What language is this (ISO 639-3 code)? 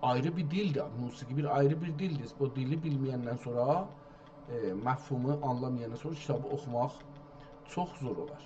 azb